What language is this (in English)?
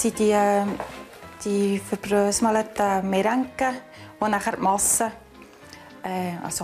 Swiss German